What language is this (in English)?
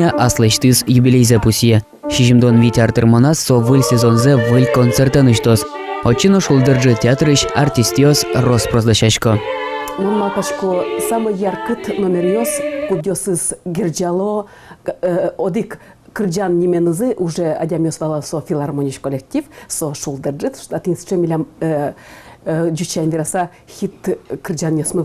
Udmurt